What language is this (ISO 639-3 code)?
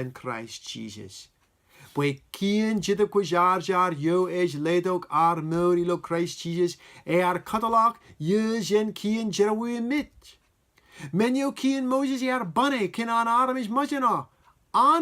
mah